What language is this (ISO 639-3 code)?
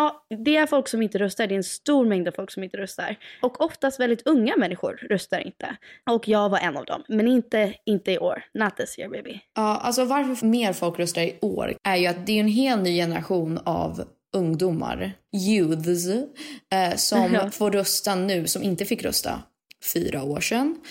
swe